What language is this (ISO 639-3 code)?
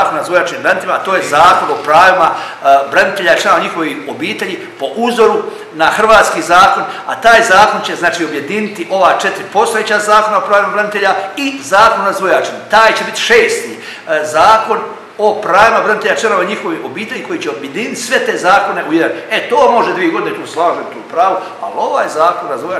hrv